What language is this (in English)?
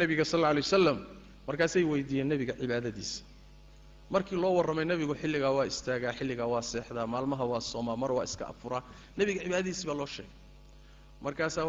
Somali